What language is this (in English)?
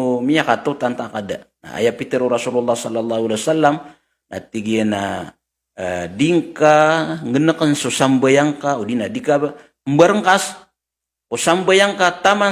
Maranao